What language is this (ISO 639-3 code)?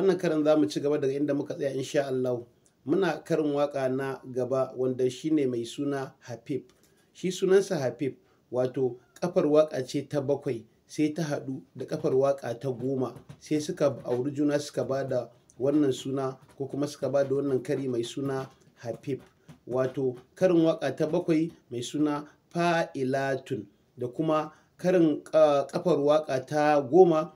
hau